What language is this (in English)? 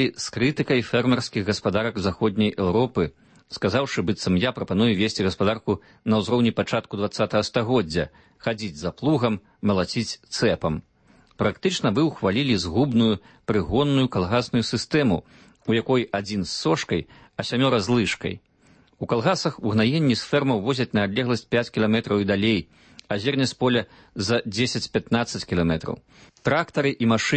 Belarusian